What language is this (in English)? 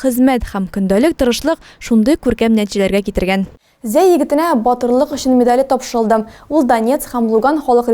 Tatar